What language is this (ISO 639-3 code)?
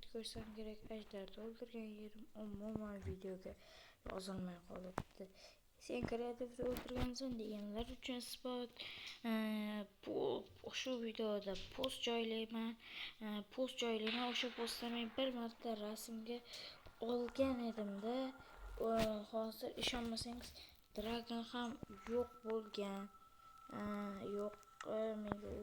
uzb